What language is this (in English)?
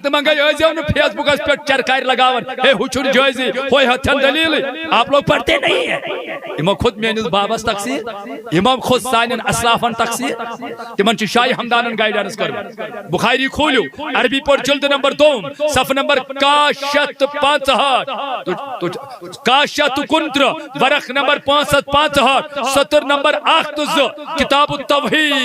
Kashmiri